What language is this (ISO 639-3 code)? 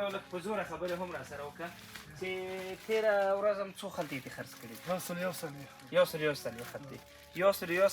pus